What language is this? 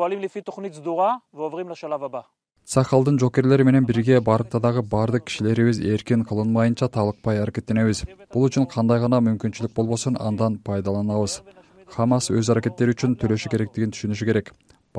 Kyrgyz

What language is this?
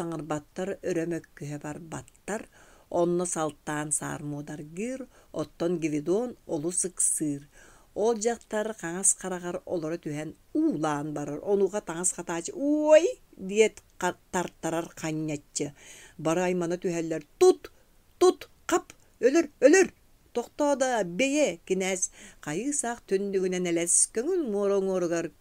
Yakut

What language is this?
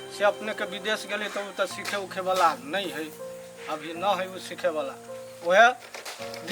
Maithili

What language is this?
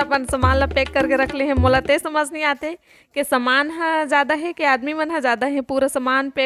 Chhattisgarhi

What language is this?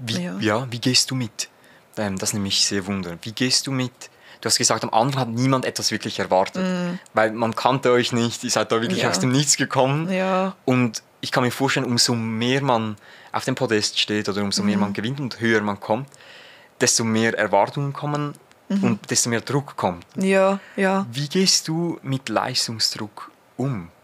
Swiss German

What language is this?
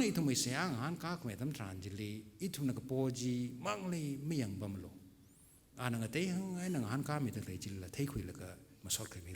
Tangkhul Naga (India)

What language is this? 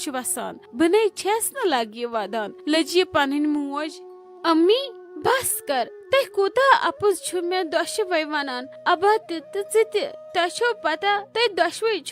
Kashmiri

